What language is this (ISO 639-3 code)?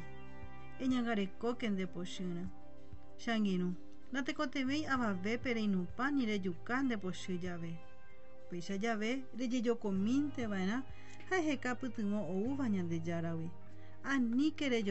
grn